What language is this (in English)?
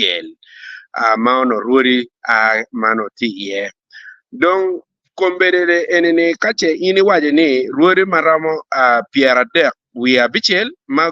Acoli